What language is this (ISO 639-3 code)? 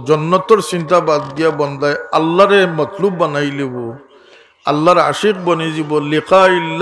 syl